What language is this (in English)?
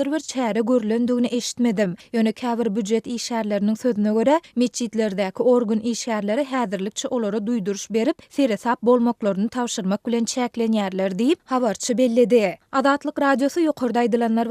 Turkmen